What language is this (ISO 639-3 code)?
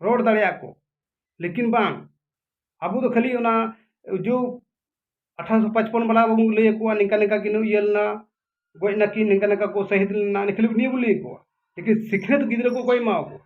sat